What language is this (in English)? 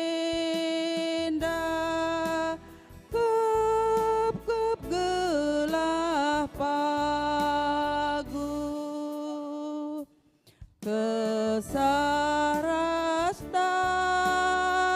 Batak Karo